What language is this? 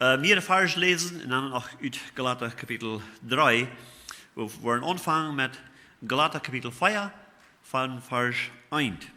Plautdietsch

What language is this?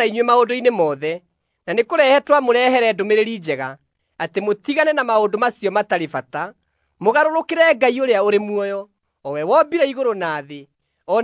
Kikuyu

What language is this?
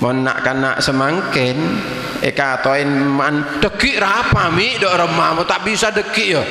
Madurese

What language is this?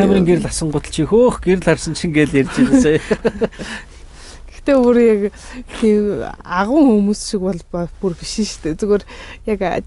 Mongolian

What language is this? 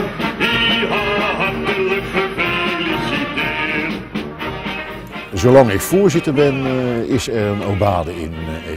Dutch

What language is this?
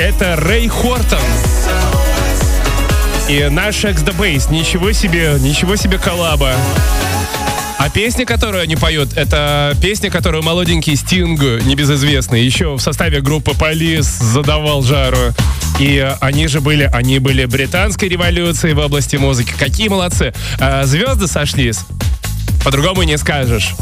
Russian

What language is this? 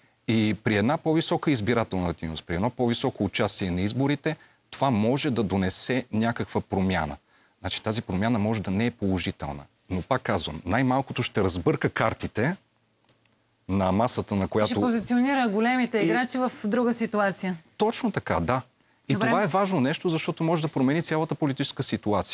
Bulgarian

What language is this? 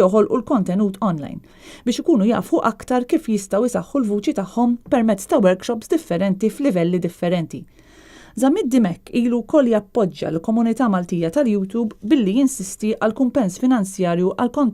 Maltese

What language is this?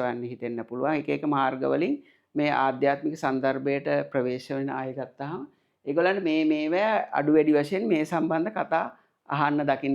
Sinhala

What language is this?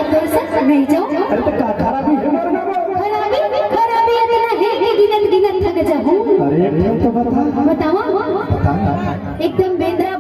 Chhattisgarhi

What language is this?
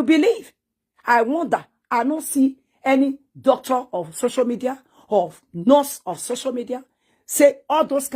Nigerian Pidgin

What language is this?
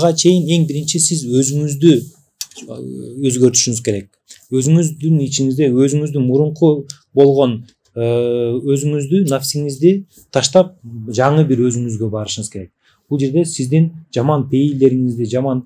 Kyrgyz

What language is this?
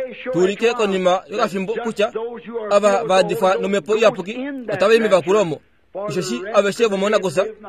Kuanyama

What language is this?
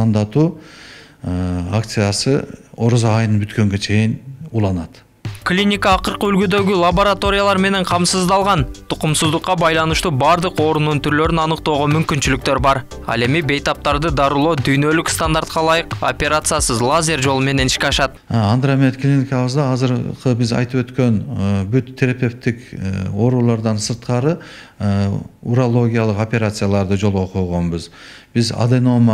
Kyrgyz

